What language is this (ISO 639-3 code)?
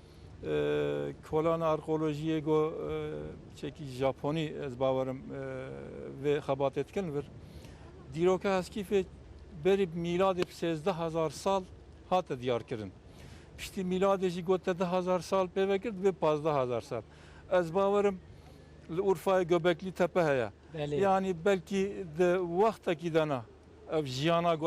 kur